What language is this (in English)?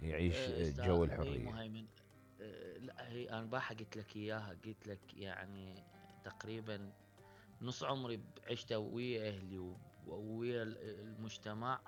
Mesopotamian Arabic